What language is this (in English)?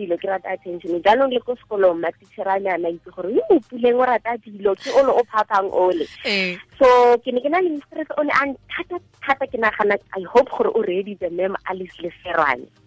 Tswana